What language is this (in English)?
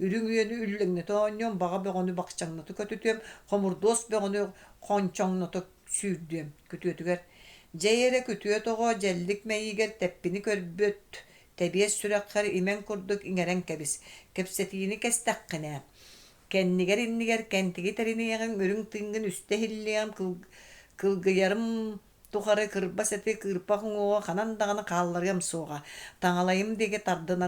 Yakut